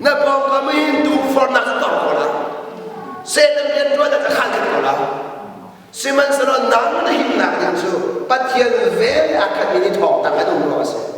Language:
Hakha Chin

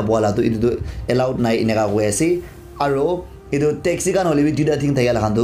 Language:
Naga Pidgin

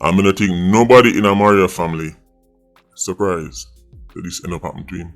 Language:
Jamaican Creole English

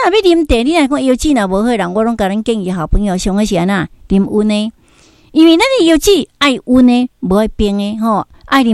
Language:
Min Nan Chinese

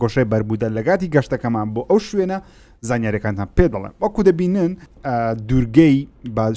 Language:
Central Kurdish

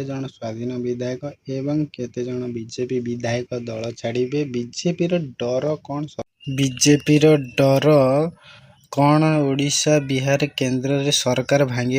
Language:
Odia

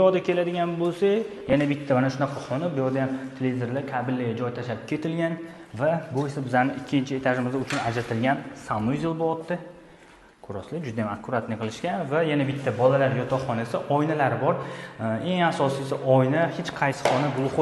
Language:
Uzbek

